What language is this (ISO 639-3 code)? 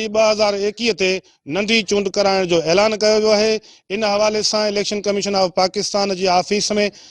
snd